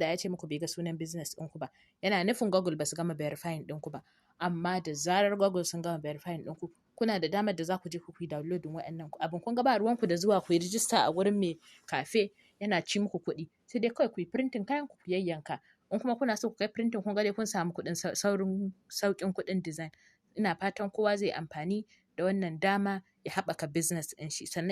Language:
Hausa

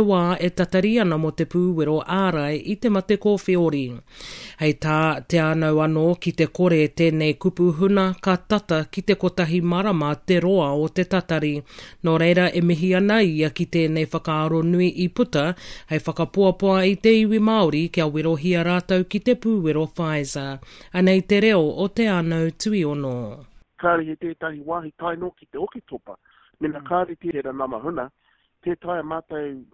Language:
Māori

